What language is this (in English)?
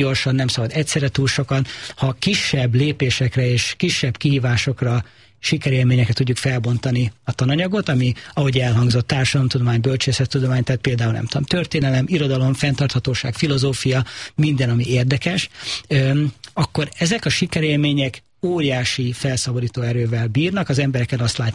Hungarian